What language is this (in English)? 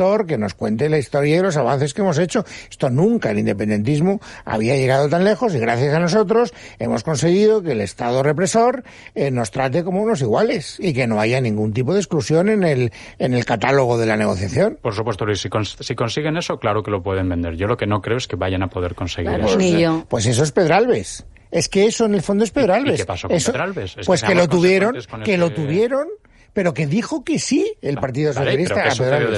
Spanish